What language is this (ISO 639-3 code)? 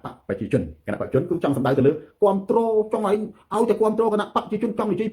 khm